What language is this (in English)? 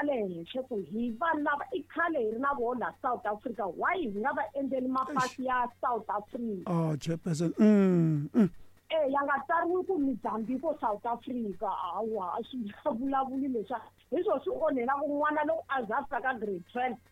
Tsonga